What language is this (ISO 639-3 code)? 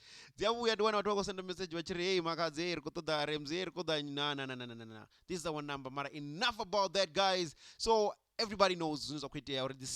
ven